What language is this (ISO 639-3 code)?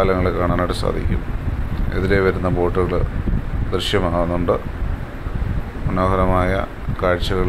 mal